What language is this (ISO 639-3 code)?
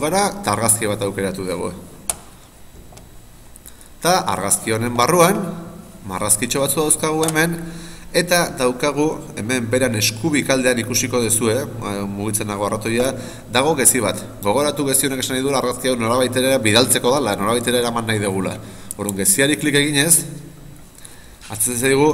eus